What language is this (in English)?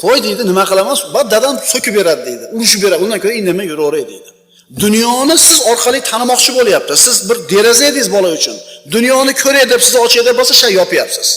Uzbek